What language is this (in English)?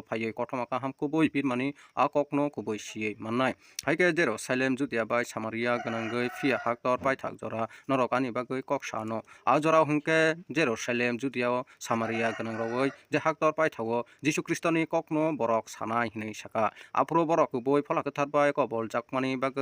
Kok Borok